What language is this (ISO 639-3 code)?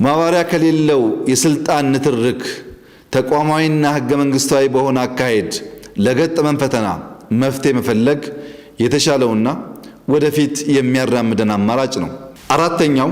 amh